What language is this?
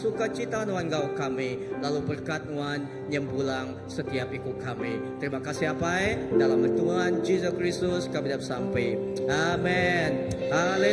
Iban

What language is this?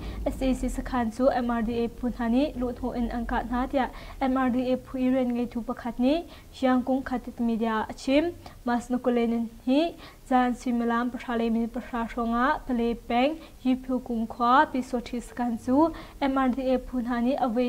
Hakha Chin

